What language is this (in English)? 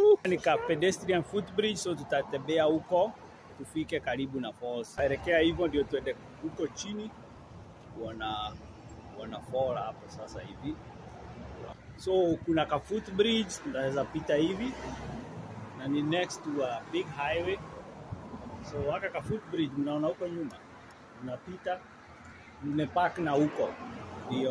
Swahili